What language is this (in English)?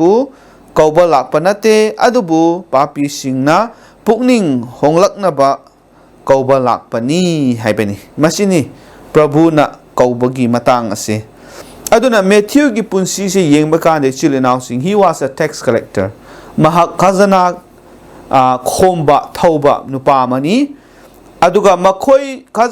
Manipuri